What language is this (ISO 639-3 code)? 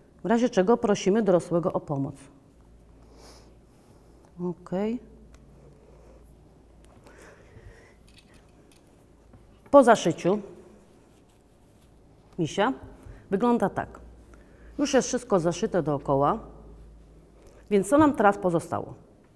pol